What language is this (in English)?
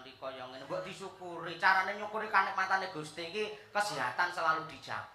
Javanese